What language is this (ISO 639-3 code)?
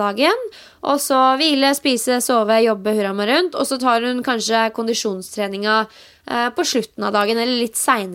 nor